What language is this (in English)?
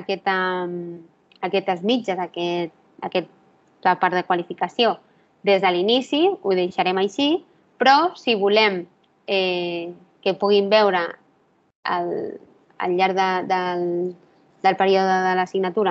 Catalan